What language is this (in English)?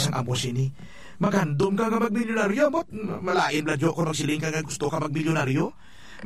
Hiligaynon